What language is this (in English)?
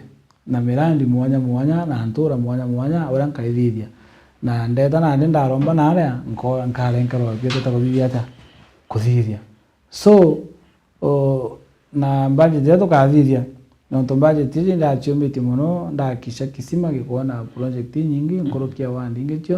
Meru